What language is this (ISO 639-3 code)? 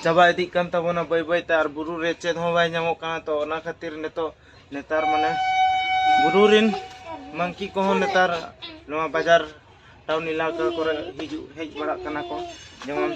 sat